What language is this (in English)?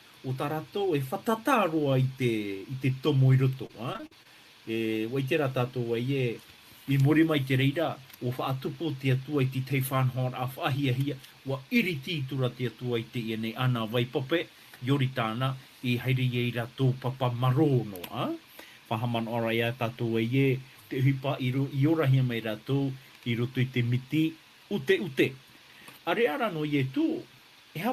Tahitian